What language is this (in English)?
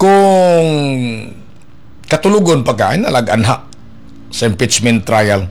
Cebuano